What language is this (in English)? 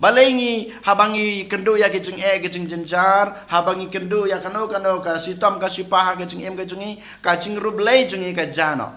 Khasi